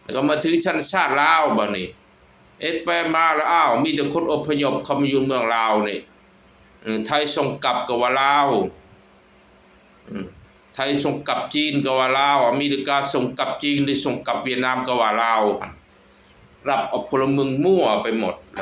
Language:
Lao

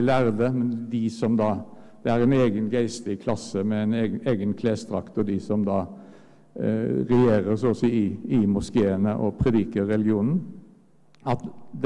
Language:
Norwegian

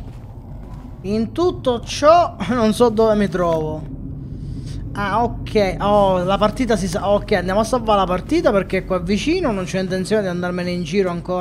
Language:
Italian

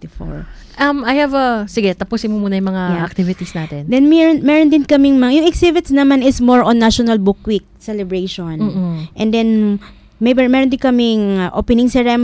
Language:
Filipino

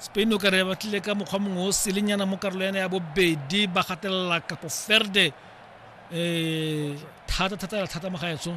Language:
Tswana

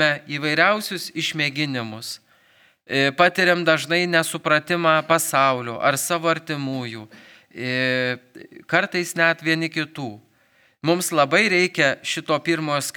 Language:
Lithuanian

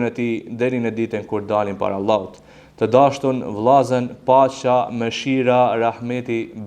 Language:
Albanian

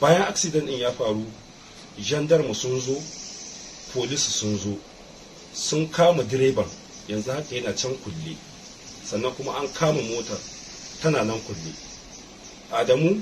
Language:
Hausa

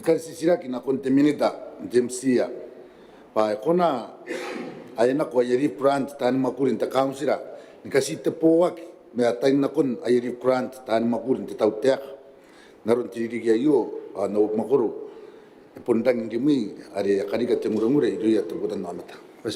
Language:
Gilbertese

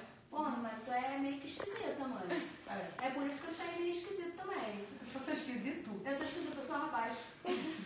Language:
Portuguese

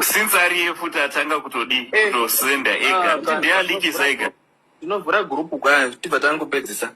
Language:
Shona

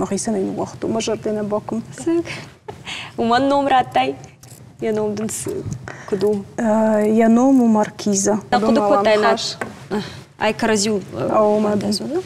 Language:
Ossetic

